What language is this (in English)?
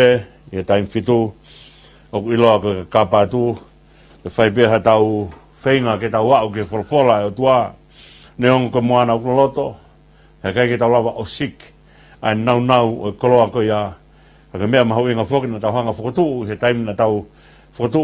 Tongan